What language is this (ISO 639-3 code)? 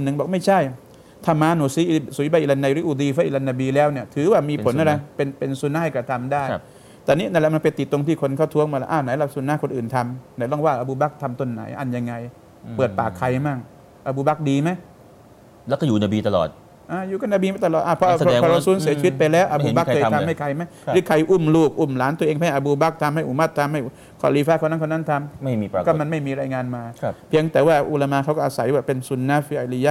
tha